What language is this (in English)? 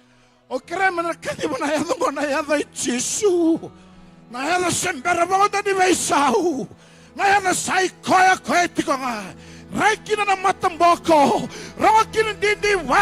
Fijian